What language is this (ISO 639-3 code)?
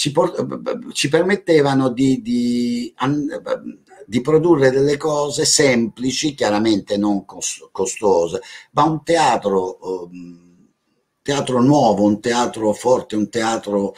ita